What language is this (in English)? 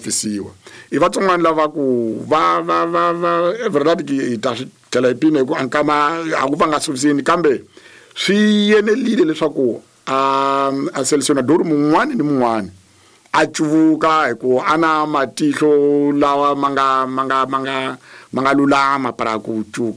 Tsonga